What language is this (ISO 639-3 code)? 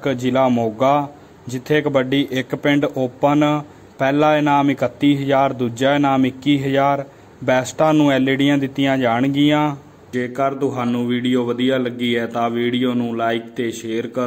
pan